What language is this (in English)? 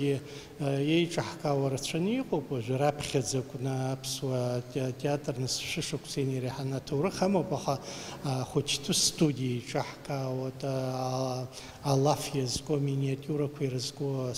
Abkhazian